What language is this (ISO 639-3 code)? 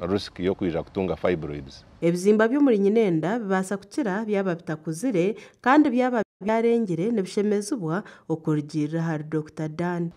nyn